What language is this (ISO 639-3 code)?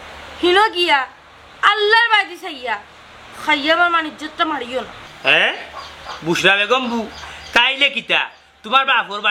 syl